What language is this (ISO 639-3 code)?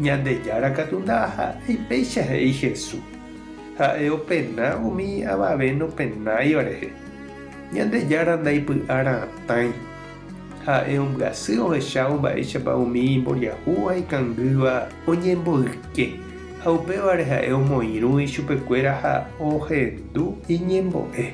grn